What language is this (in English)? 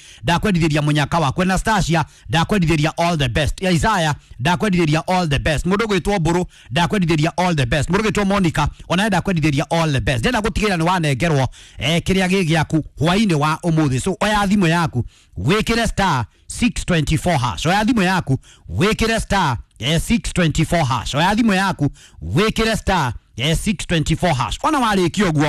Kikuyu